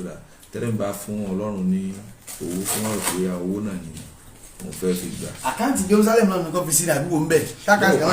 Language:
Yoruba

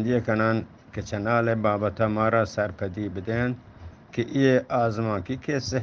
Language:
Eastern Balochi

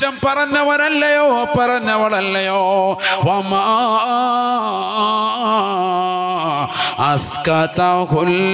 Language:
Malayalam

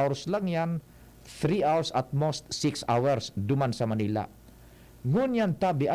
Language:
Bikol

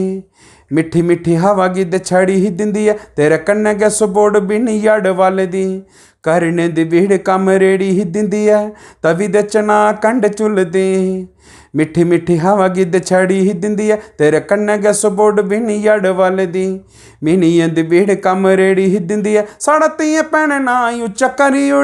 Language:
Dogri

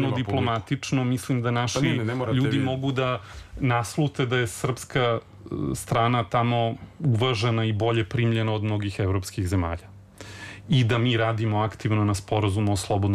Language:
Serbian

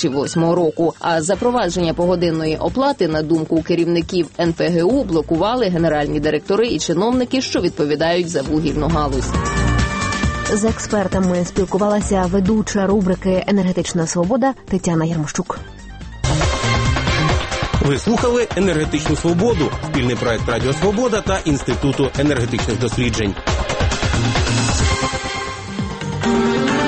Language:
Ukrainian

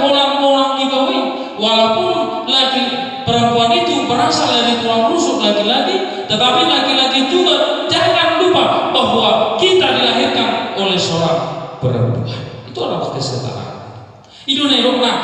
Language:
Batak Toba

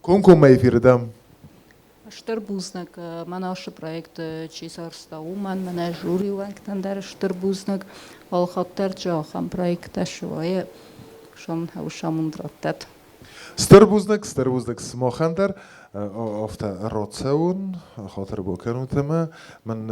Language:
Ossetic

